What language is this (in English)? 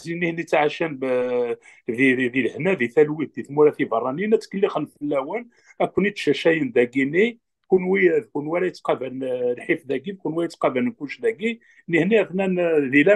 Kabyle